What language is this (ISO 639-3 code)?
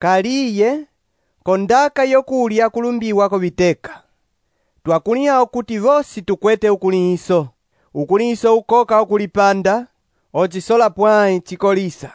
umb